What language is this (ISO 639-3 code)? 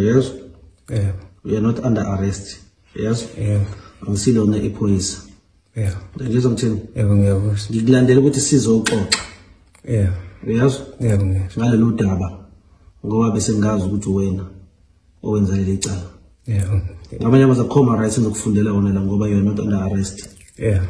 zul